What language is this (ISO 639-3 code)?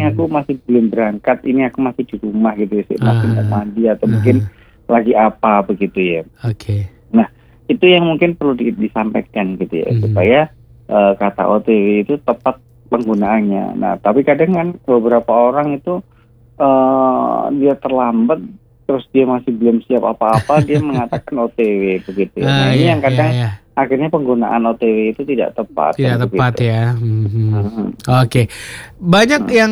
ind